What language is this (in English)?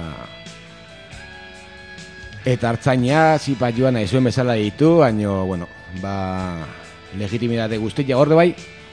Basque